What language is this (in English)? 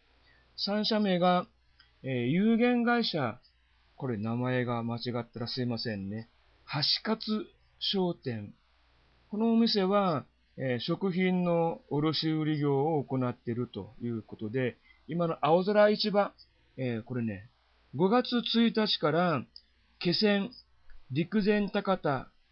Japanese